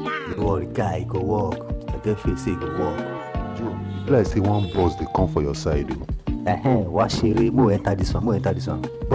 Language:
Nigerian Pidgin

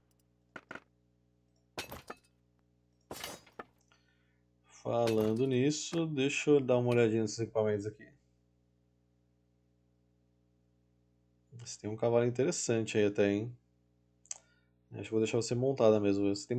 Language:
Portuguese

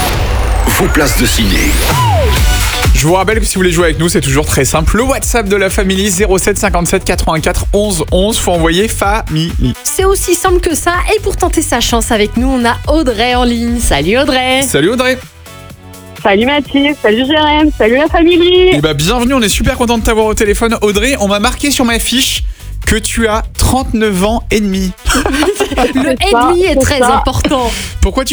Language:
French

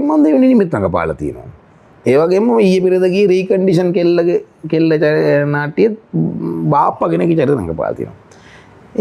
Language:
Sinhala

